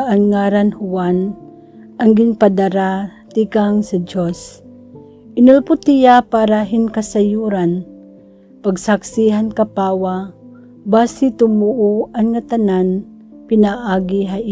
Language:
Waray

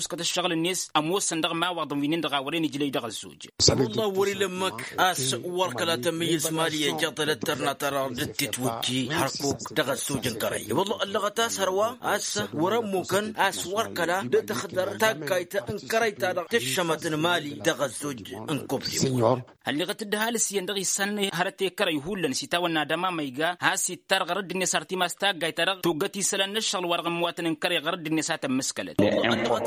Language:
Tamasheq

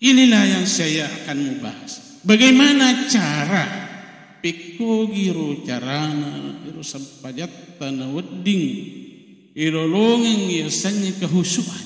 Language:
Buginese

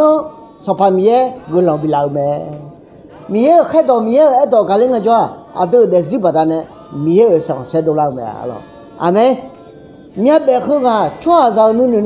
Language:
Akha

